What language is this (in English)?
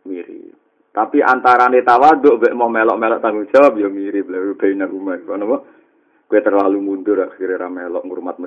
Javanese